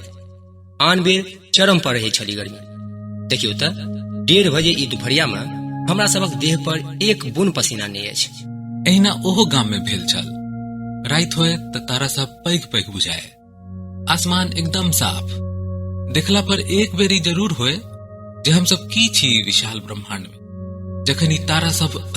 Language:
Maithili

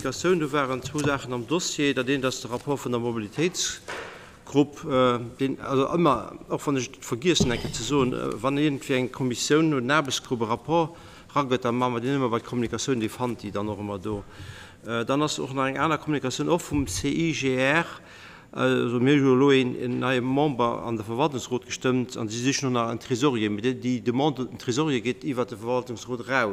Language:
Luxembourgish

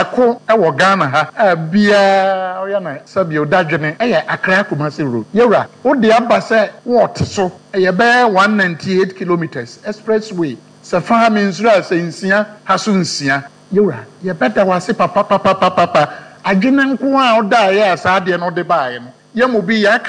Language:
Akan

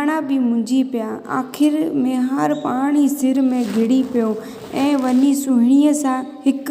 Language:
Sindhi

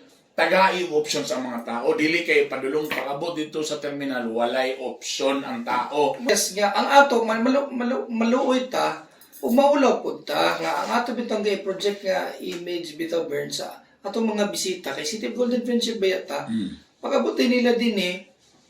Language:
Cebuano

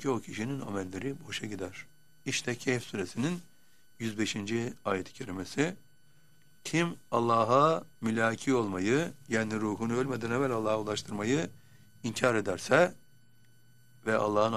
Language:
Turkish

